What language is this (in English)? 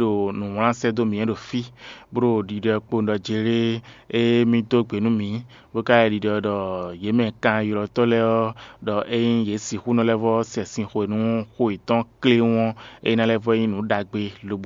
Fon